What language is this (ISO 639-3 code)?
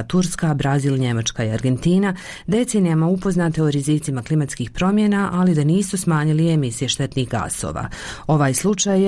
bos